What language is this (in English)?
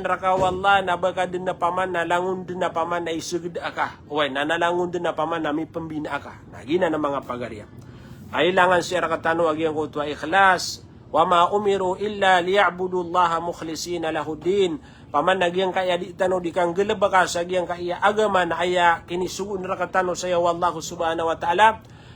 Maranao